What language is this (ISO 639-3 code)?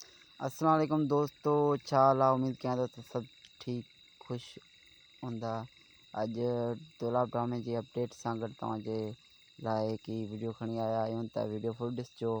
snd